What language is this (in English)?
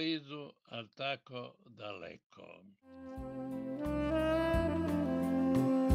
Croatian